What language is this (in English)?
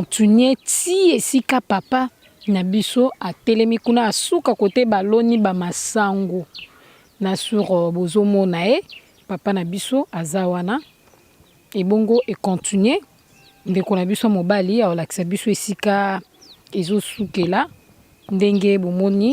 Lingala